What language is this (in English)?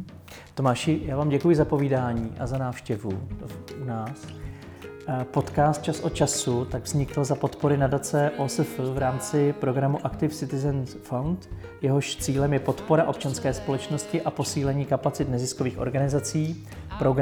Czech